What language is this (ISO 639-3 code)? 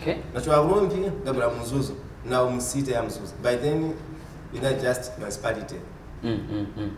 nya